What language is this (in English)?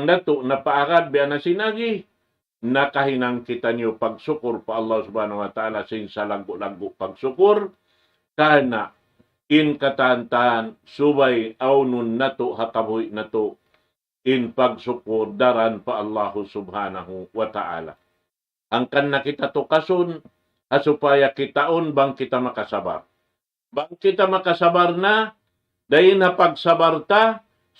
Tausug